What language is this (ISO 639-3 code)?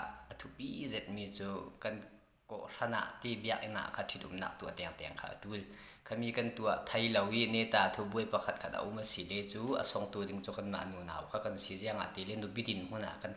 cfm